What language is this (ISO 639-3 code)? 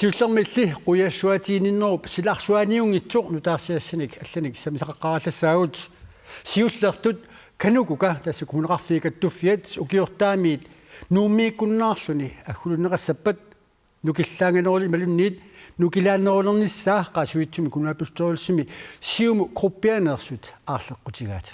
kal